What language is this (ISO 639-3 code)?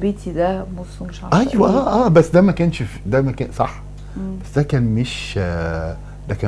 arz